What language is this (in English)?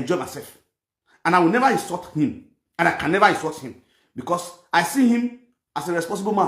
Nigerian Pidgin